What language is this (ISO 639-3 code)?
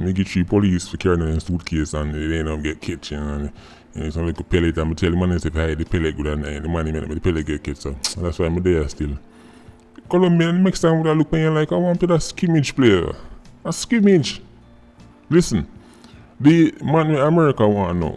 jam